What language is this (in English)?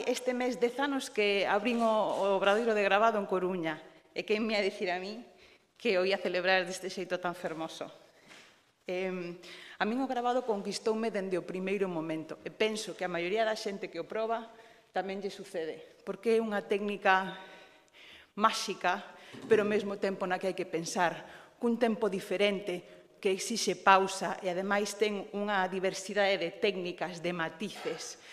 Galician